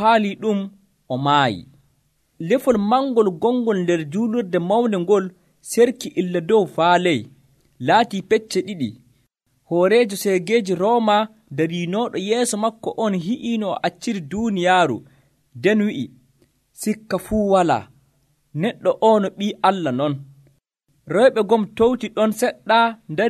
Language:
Nigerian Fulfulde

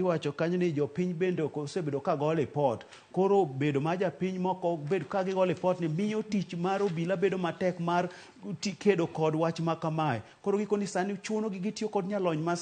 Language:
Luo (Kenya and Tanzania)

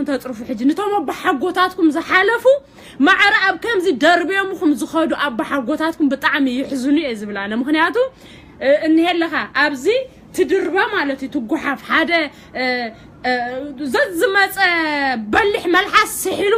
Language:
Tigrinya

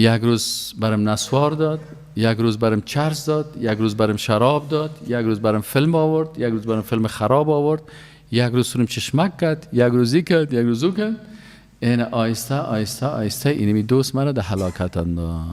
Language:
Persian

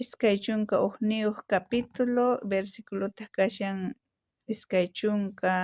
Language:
South Bolivian Quechua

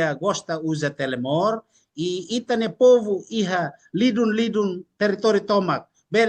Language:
Tetum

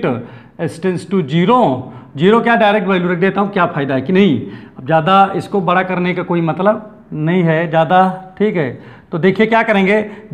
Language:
Hindi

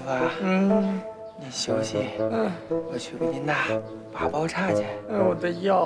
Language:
Chinese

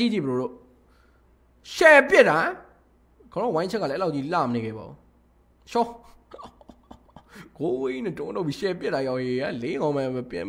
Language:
Burmese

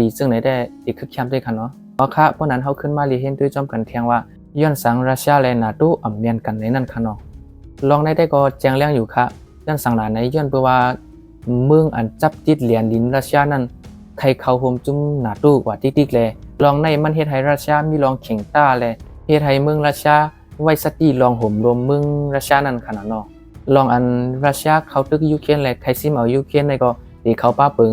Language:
Shan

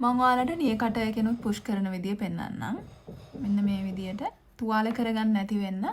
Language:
Sinhala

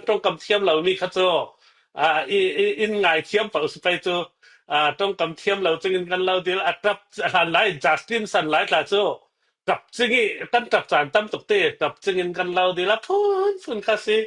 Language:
Falam Chin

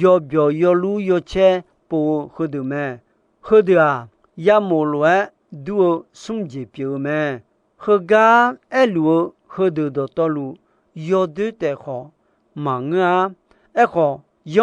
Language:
Akha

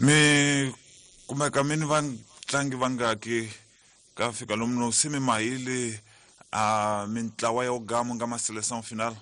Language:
Tsonga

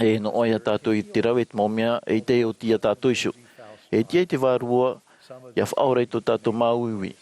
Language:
Tahitian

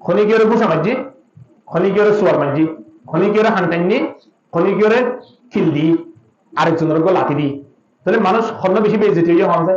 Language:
Rohingya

